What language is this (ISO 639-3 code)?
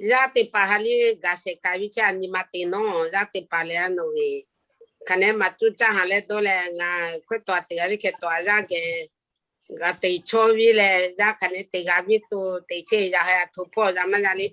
lhu